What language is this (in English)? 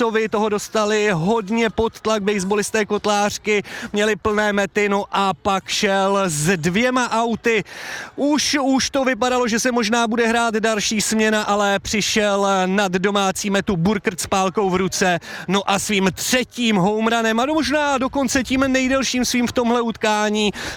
Czech